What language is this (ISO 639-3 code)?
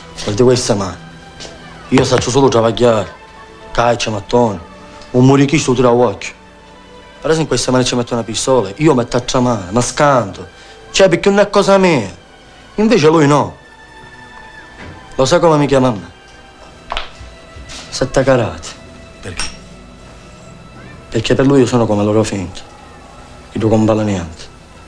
ita